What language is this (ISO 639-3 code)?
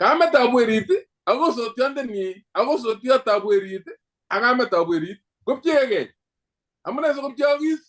kln